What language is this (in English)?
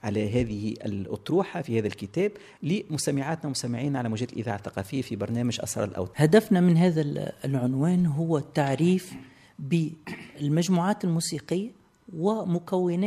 Tunisian Arabic